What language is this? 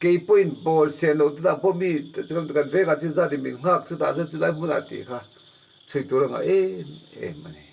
Mizo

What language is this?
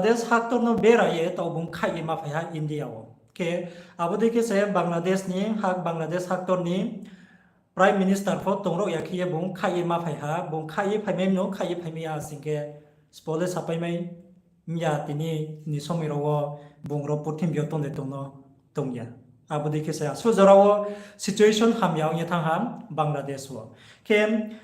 Riang (India)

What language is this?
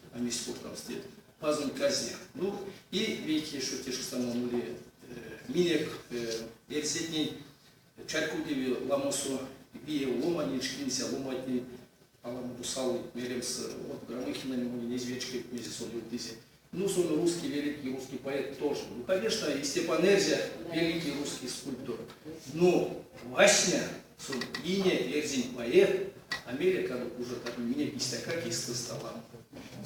Erzya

